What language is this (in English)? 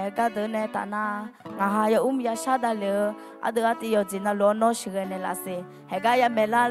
Akha